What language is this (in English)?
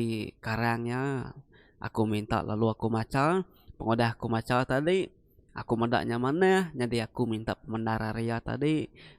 Iban